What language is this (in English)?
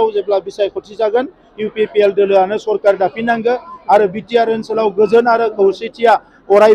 Bodo